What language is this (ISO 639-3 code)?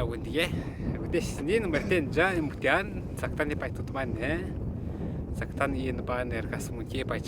atj